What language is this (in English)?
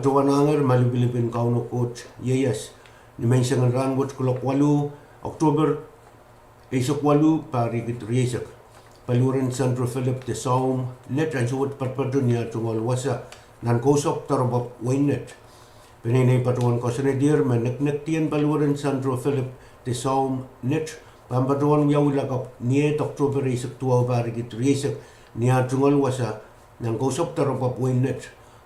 Pohnpeian